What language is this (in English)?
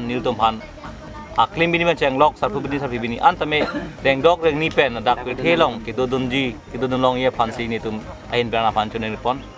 Karbi